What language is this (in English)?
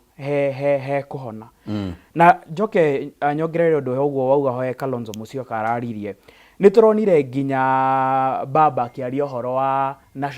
Kikuyu